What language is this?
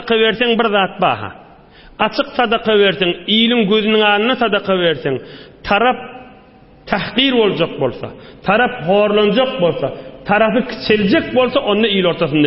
Turkmen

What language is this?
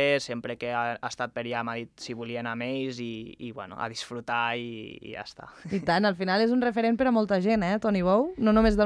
Catalan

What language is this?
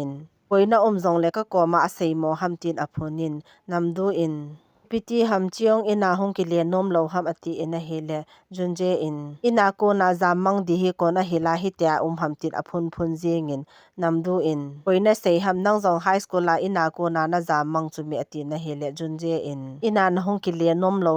Thado Chin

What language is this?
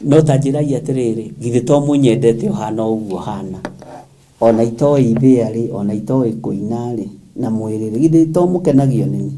Kikuyu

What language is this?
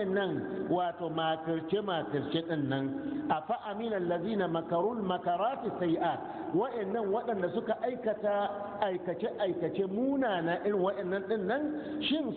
Hausa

